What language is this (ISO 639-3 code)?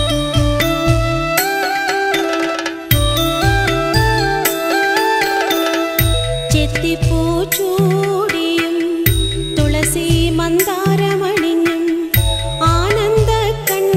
mal